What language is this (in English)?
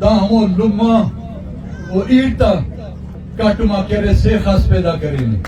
Brahui